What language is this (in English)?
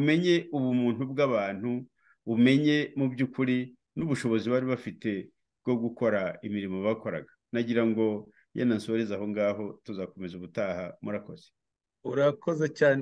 Kinyarwanda